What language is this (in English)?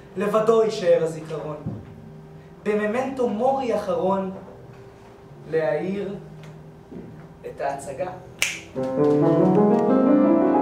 Hebrew